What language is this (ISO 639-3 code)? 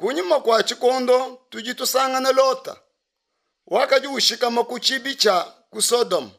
lua